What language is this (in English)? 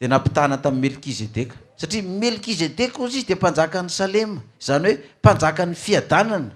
Malagasy